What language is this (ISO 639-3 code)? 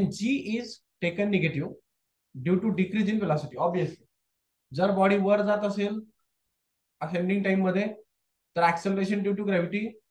mar